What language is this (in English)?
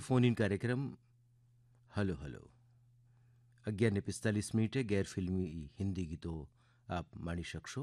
Gujarati